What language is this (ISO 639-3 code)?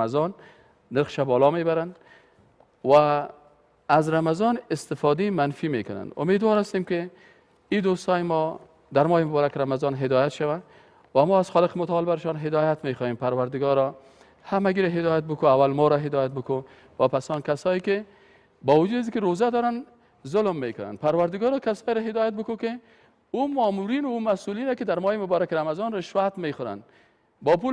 fas